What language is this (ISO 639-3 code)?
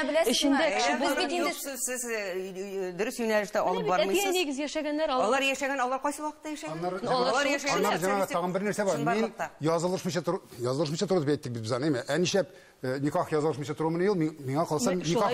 tat